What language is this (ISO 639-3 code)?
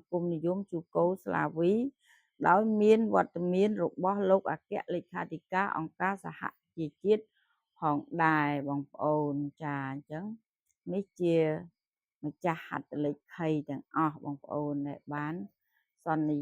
khm